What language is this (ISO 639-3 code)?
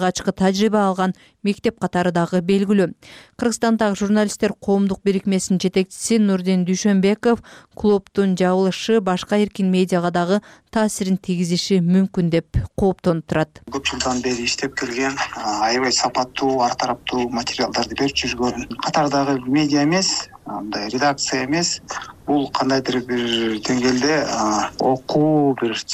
kir